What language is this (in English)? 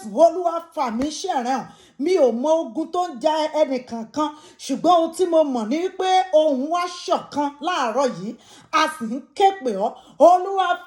Yoruba